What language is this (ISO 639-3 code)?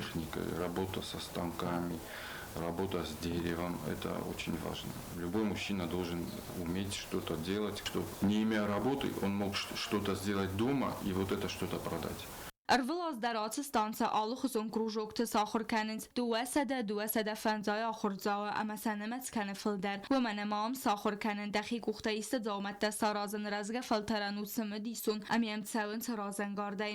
oss